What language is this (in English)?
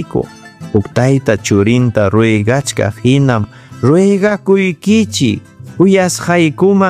Ayacucho Quechua